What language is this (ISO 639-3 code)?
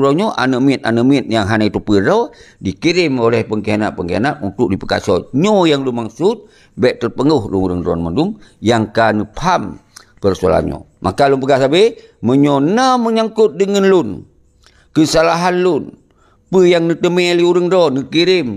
ace